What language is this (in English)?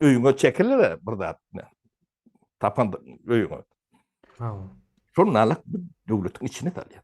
Turkmen